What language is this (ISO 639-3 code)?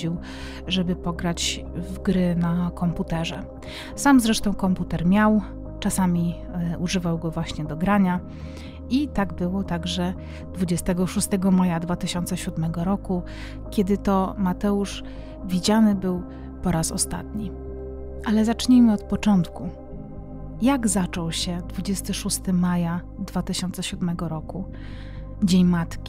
pol